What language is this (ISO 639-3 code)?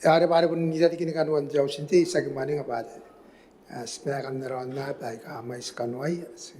gil